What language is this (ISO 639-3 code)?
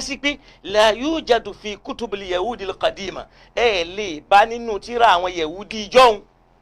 yor